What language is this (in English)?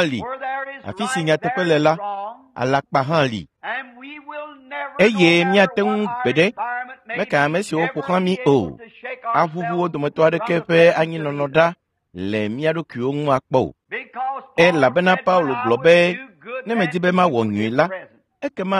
Ewe